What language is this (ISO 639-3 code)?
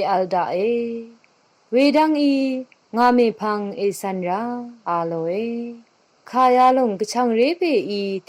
raw